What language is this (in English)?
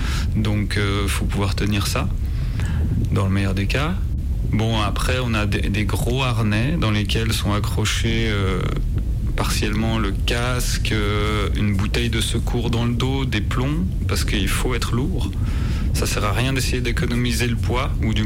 French